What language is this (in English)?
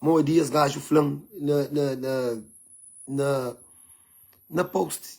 Kabuverdianu